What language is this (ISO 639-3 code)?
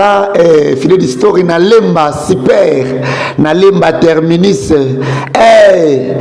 lin